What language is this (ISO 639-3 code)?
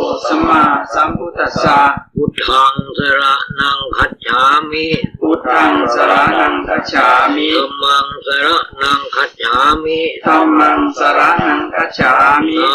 pli